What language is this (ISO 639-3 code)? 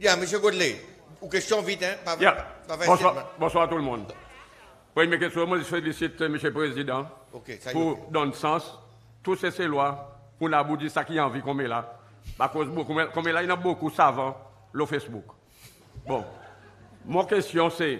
crs